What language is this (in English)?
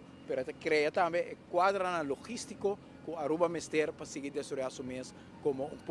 Papiamento